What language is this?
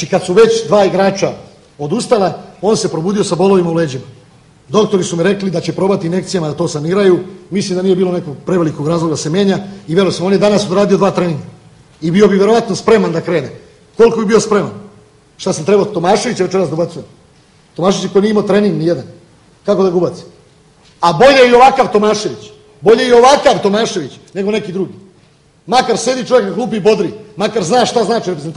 Serbian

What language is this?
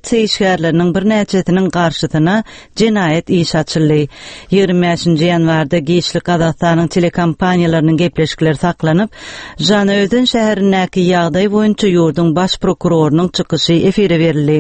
Turkmen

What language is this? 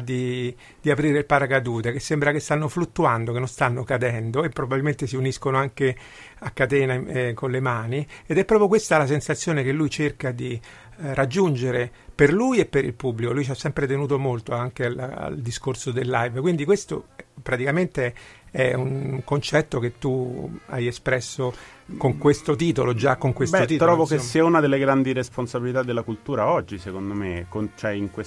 Italian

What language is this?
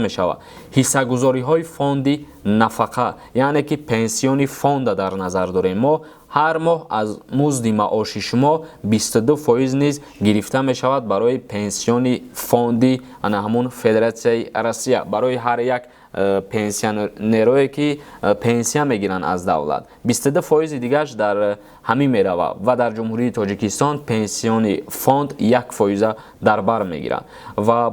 Tajik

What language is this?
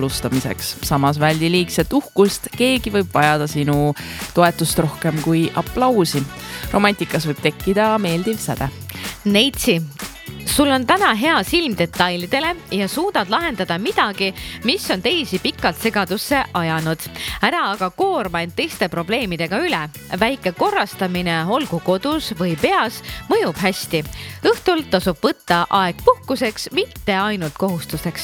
Estonian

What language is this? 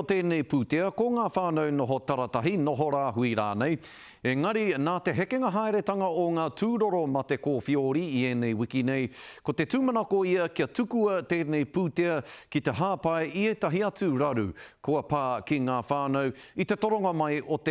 Māori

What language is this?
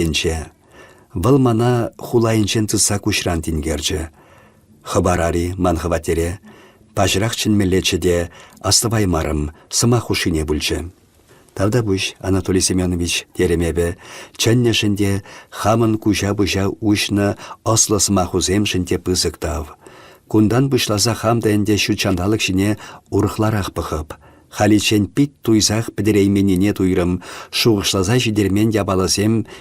Chuvash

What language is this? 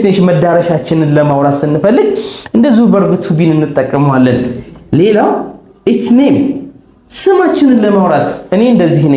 Amharic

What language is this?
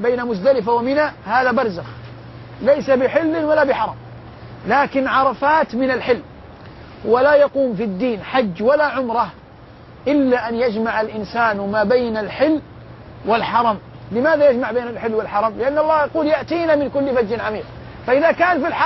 Arabic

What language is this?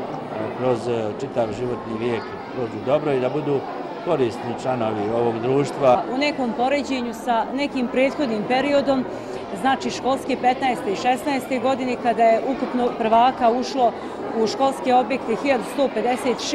Bosnian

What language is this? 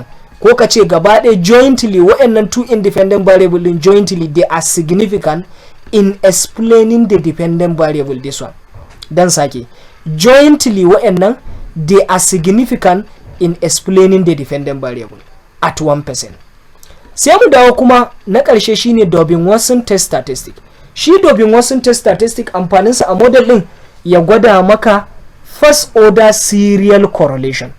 Hausa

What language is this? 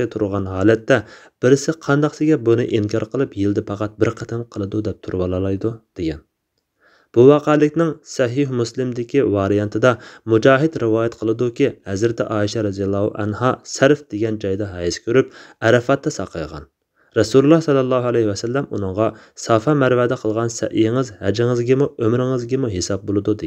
Uyghur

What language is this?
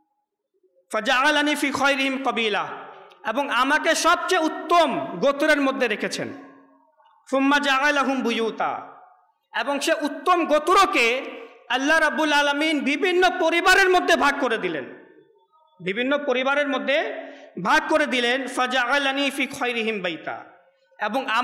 Bangla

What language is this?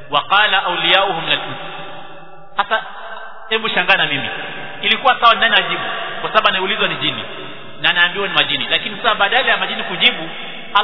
Swahili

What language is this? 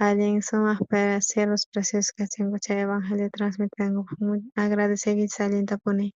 South Bolivian Quechua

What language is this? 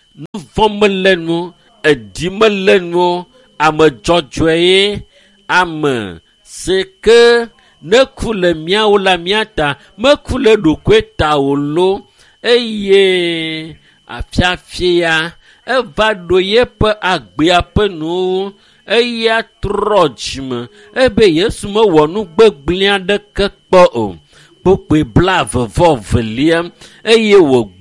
Ewe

